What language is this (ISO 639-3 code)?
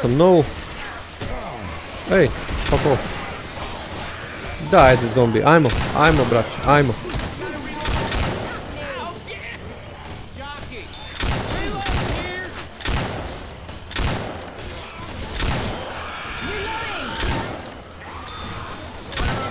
hrv